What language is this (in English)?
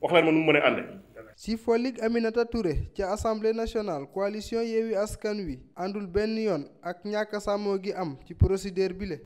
Wolof